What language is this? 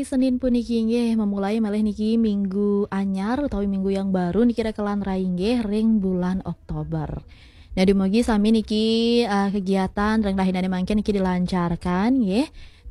Balinese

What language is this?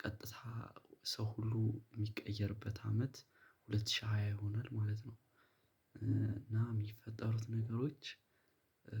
Amharic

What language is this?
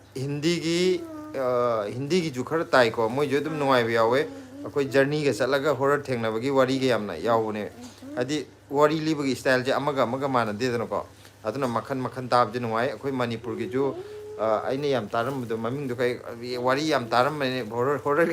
Manipuri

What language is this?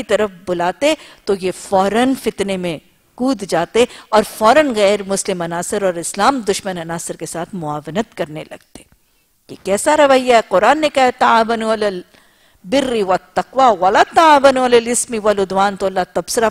Urdu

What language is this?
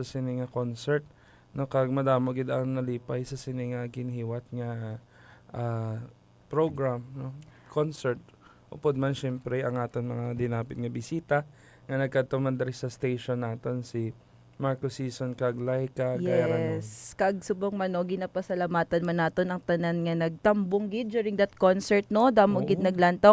Hiligaynon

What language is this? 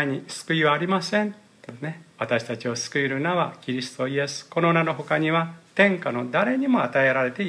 Japanese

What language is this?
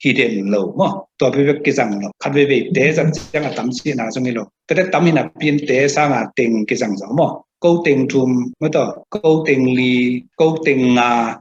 Tedim Chin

